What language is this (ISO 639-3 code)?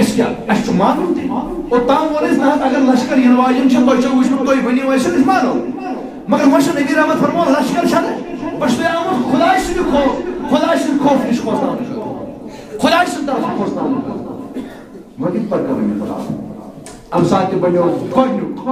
kas